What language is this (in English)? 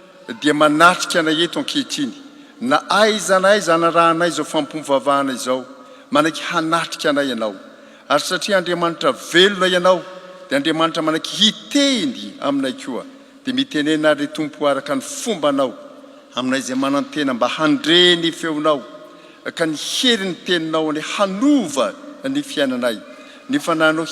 Malagasy